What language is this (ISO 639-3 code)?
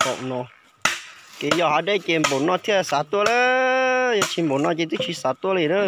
hmn